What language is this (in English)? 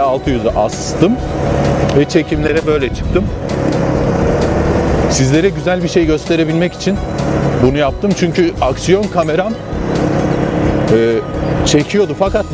Turkish